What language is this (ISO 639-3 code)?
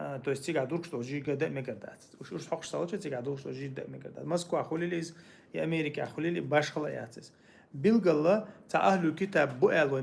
che